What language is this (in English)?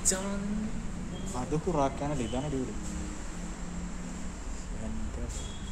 Malayalam